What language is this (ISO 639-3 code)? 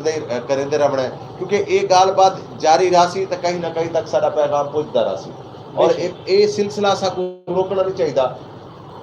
skr